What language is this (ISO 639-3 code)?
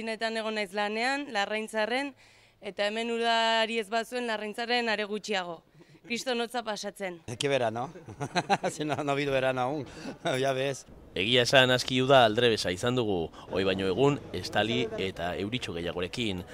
eus